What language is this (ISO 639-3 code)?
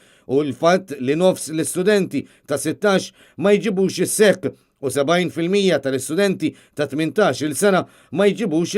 mlt